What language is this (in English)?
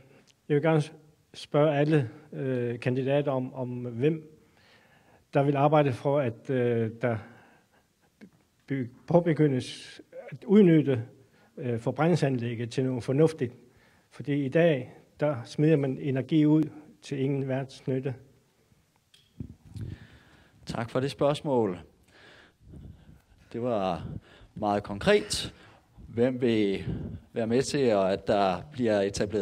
Danish